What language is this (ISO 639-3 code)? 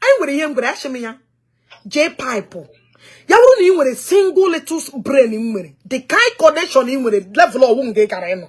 ibo